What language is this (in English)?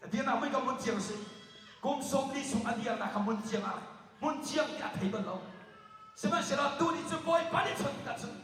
Hakha Chin